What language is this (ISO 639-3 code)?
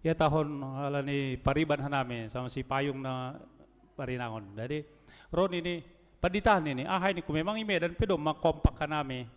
bts